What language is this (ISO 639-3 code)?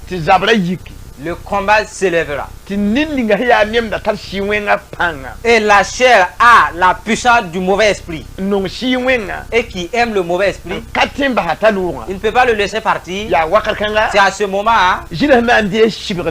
mos